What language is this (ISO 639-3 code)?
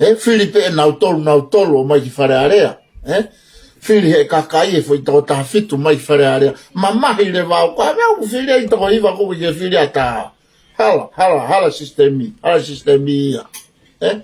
ton